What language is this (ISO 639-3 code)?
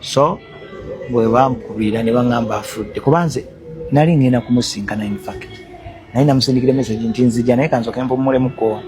lug